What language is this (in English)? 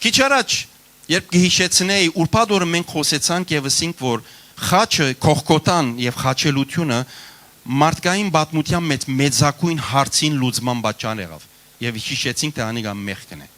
Western Armenian